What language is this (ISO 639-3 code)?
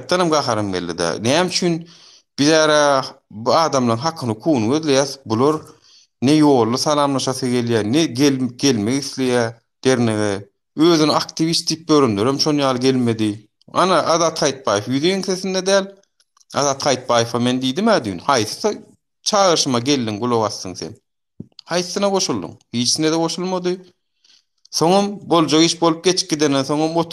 tuk